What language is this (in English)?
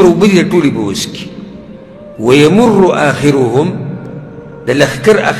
Pashto